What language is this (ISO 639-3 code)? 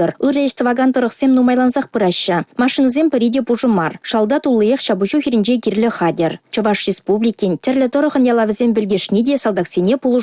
chv